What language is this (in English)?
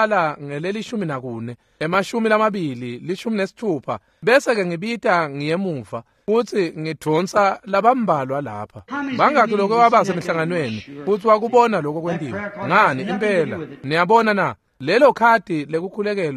Swati